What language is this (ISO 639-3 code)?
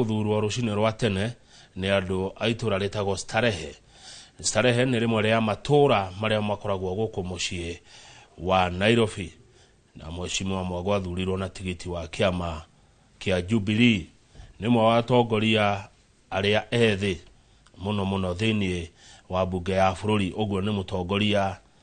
kik